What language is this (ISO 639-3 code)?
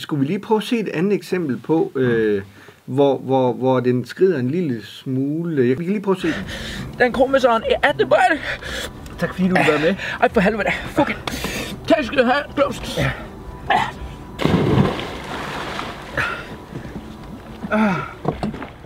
dan